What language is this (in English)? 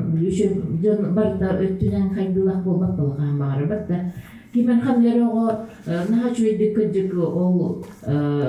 Yakut